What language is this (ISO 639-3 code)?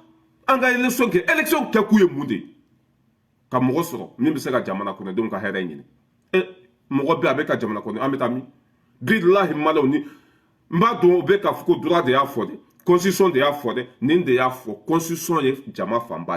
bam